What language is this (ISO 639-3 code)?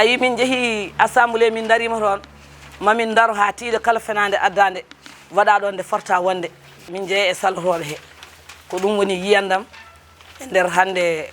ful